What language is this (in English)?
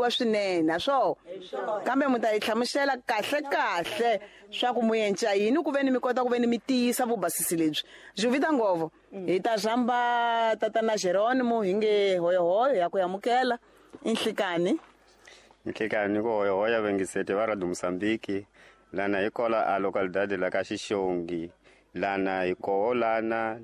Tsonga